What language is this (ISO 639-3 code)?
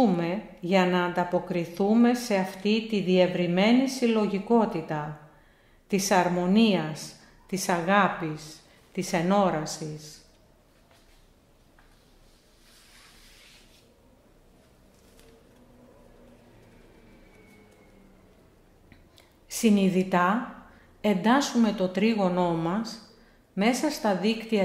ell